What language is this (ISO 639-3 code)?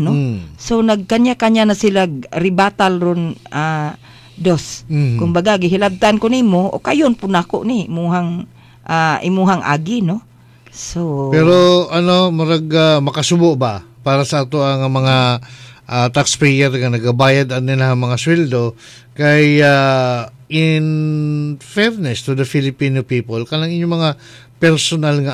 ceb